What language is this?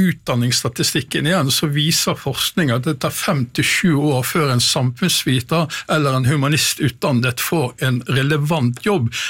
Norwegian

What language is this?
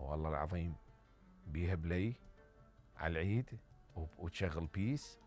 Mesopotamian Arabic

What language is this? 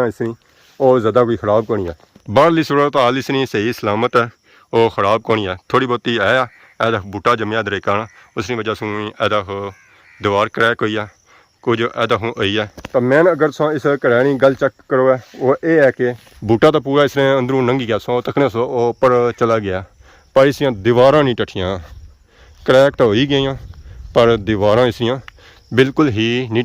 Pahari-Potwari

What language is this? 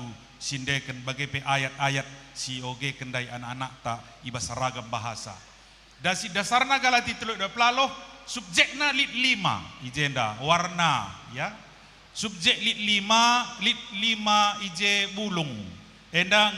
Batak Karo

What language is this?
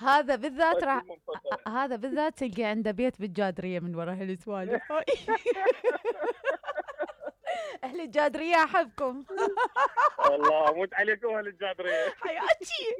Mesopotamian Arabic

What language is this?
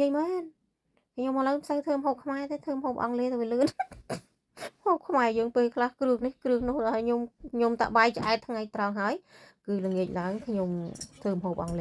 Khmer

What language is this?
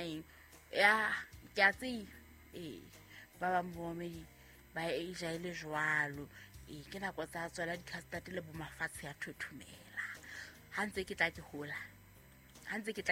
Southern Sotho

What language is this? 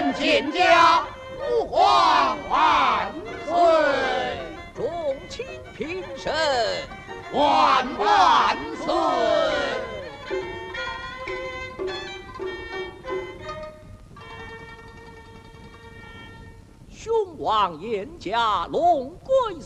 Chinese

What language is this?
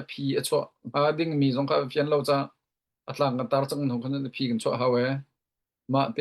Hakha Chin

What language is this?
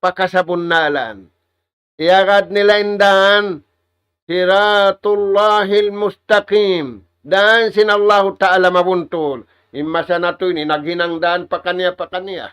Tausug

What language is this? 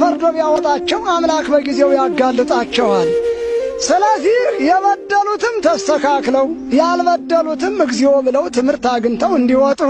Amharic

